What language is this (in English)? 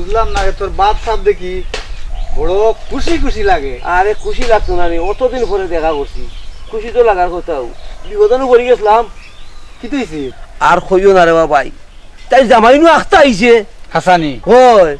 Sylheti